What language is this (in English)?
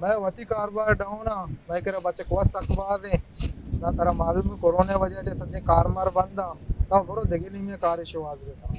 Baluchi